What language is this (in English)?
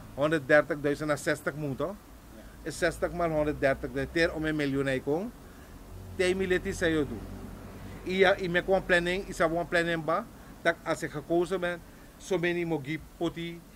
Sranan Tongo